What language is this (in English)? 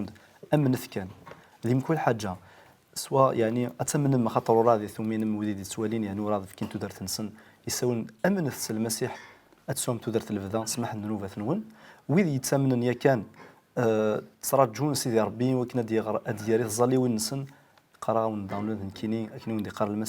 Kabyle